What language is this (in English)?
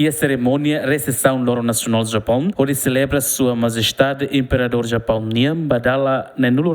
Tetum